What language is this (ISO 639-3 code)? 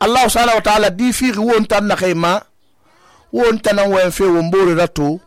sus